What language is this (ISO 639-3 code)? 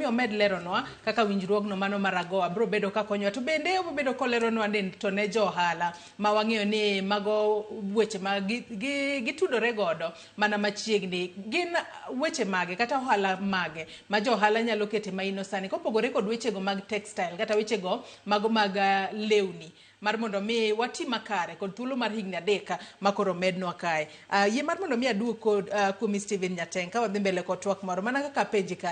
luo